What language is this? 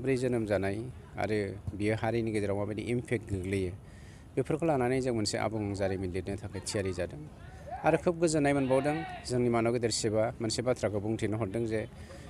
Bodo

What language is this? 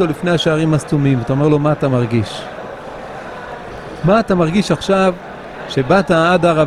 Hebrew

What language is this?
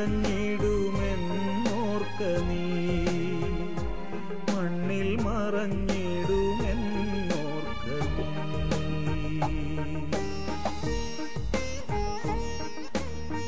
Malayalam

